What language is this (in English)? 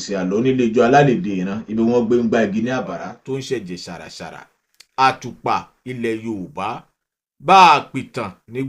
Yoruba